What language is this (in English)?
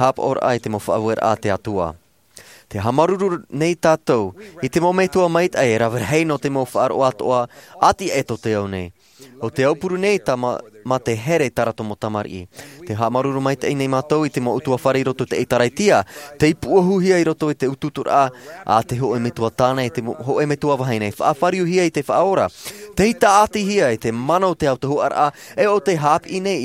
Tahitian